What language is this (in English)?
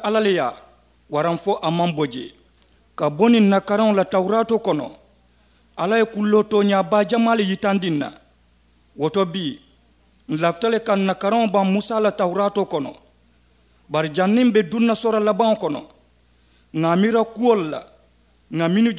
Mandingo